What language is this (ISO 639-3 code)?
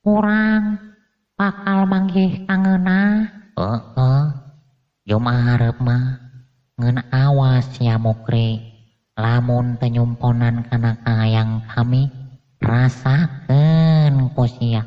sun